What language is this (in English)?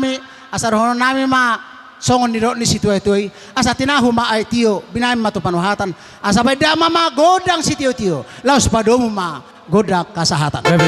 Batak Toba